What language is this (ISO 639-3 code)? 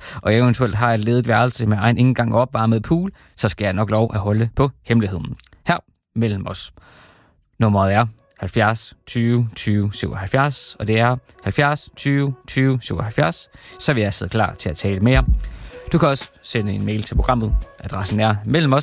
dan